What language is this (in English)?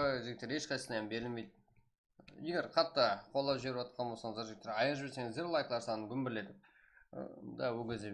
Kara-Kalpak